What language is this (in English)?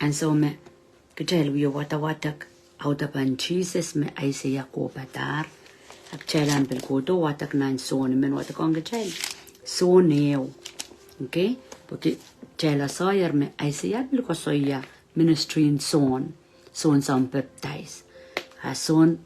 Pohnpeian